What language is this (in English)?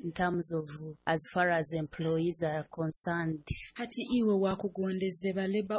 Nyoro